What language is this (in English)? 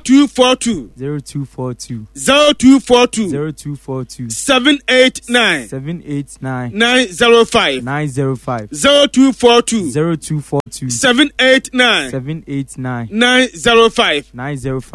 Akan